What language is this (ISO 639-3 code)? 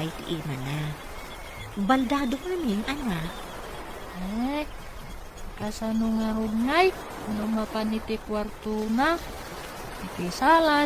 ilo